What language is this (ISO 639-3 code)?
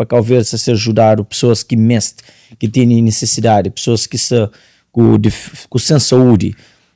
kea